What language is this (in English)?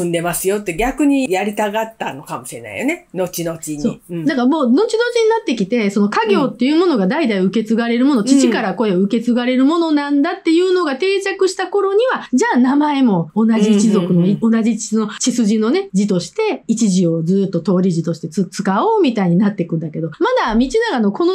Japanese